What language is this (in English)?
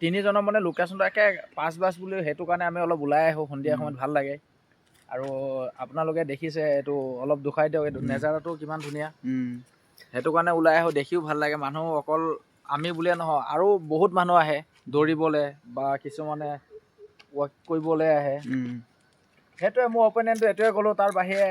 Assamese